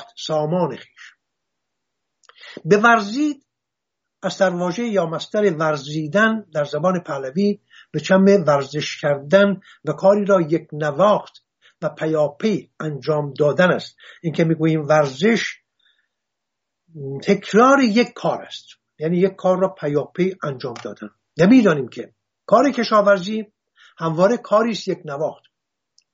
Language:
Persian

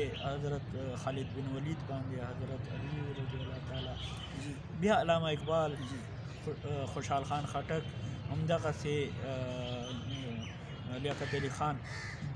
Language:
Pashto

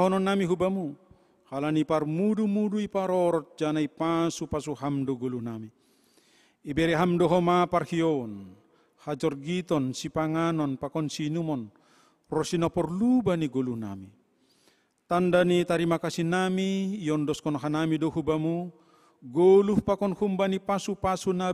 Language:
Batak Simalungun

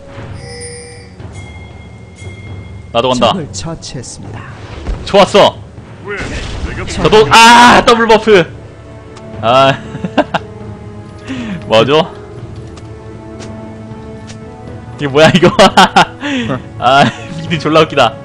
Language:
Korean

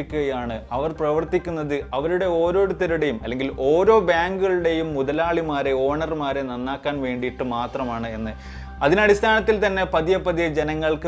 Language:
Malayalam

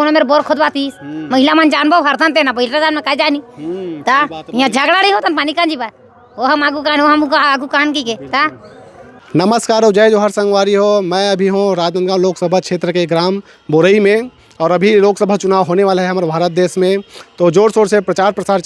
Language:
Chhattisgarhi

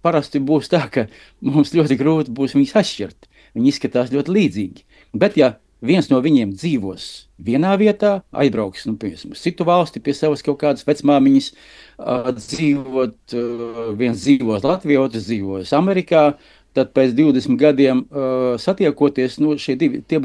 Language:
Latvian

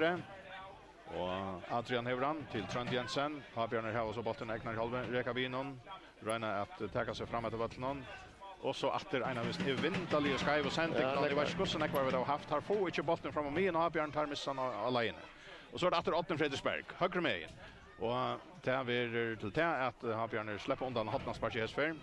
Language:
Faroese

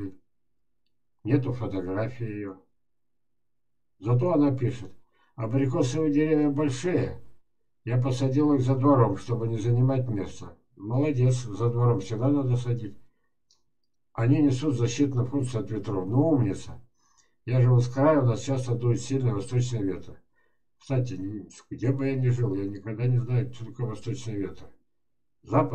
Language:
Russian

